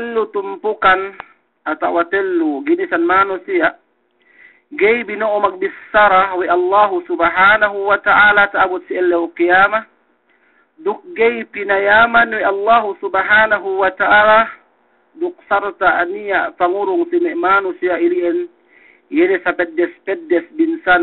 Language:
Yakan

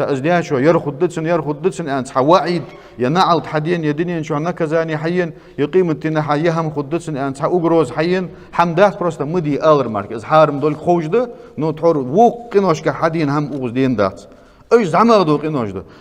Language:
Ingush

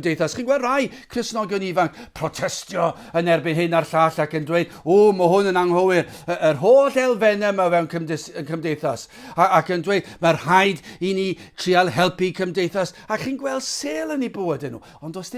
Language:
Welsh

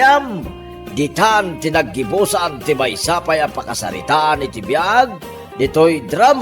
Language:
Iloko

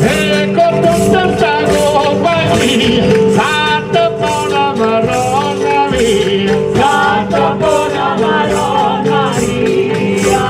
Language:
Neapolitan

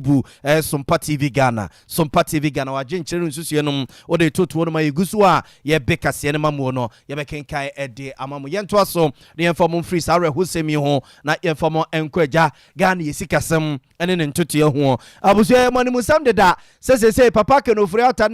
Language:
Akan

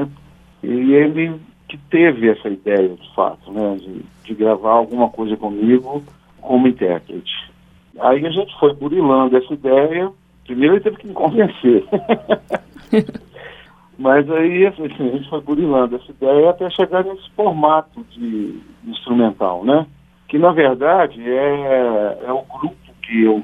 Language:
Portuguese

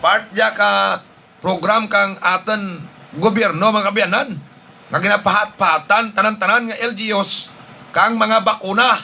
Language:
Hiligaynon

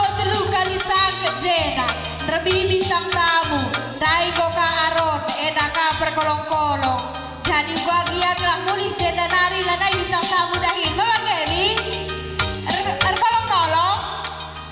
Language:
Batak Karo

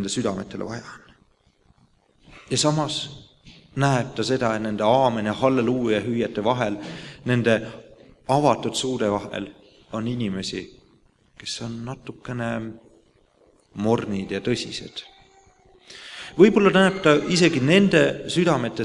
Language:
Estonian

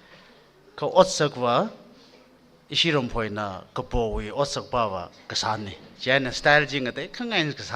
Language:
Tangkhul Naga (India)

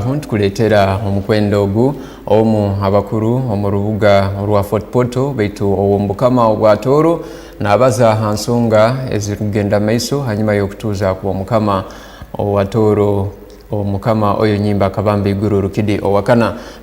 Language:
Tooro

